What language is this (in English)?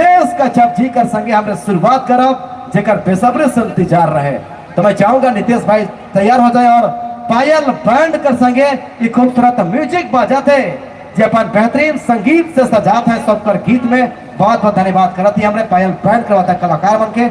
Sadri